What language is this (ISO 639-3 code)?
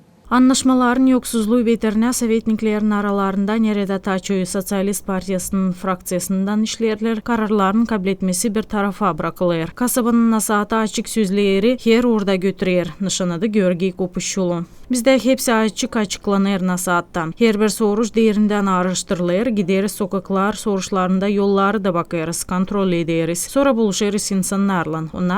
gag